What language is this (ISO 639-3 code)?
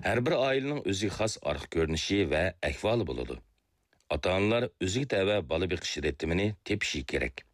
uig